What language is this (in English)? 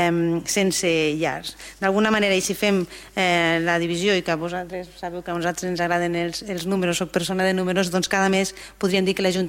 Catalan